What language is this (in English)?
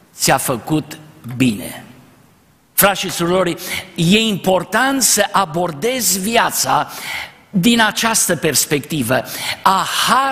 Romanian